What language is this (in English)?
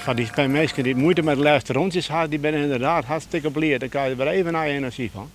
Western Frisian